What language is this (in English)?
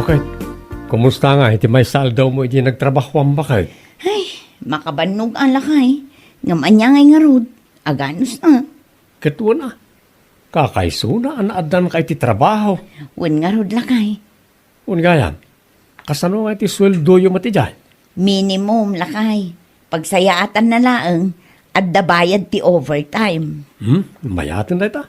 Iloko